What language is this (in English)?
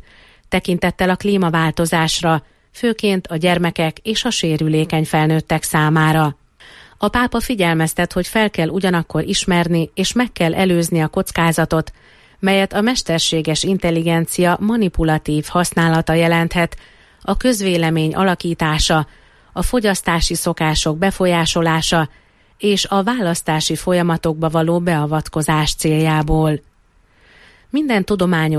Hungarian